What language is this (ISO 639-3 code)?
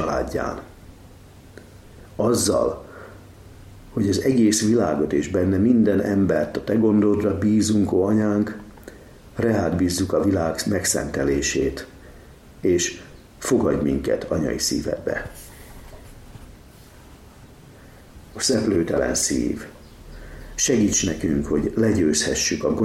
hun